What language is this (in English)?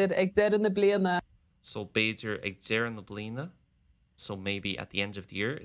Irish